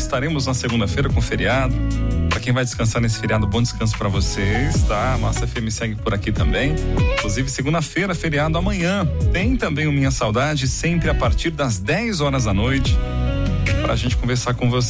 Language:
Portuguese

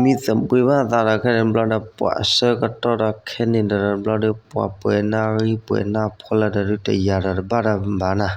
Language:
S'gaw Karen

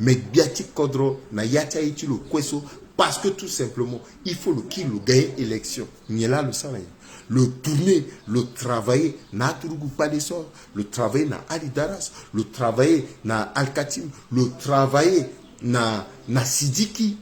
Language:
Sango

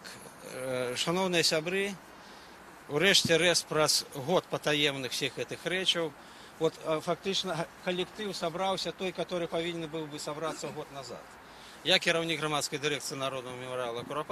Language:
Belarusian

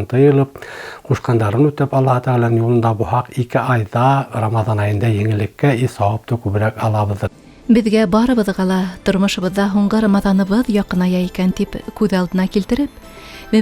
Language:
Bashkir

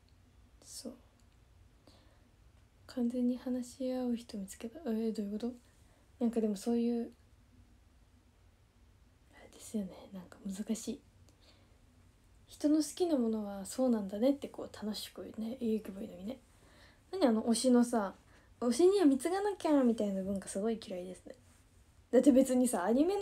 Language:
Japanese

